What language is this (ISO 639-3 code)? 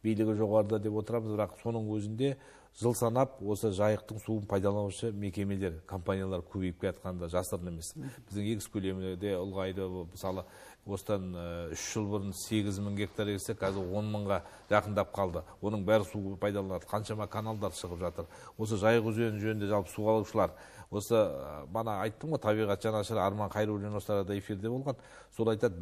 kaz